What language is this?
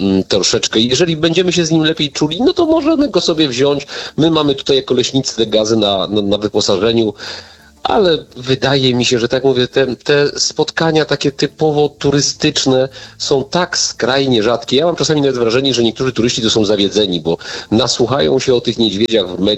Polish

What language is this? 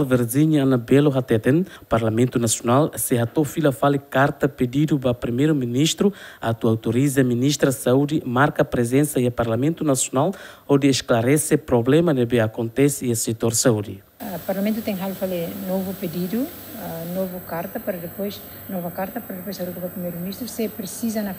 Tetum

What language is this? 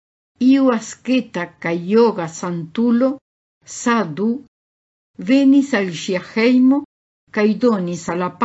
Esperanto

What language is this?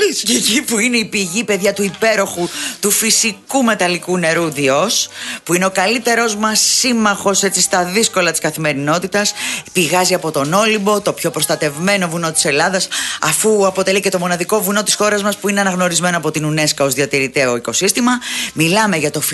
Greek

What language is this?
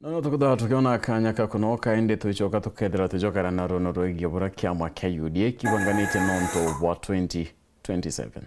Meru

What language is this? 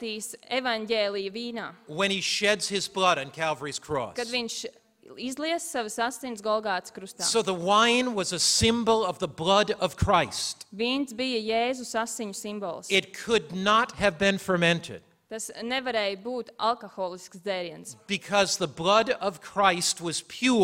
Latvian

